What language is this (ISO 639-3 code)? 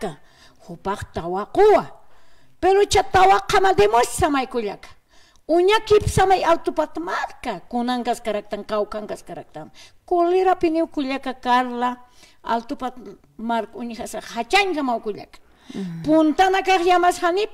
aym